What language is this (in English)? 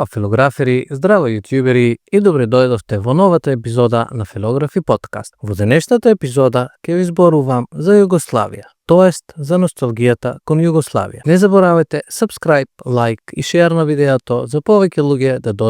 Macedonian